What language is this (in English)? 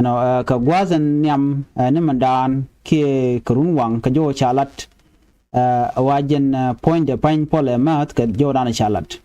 Nuer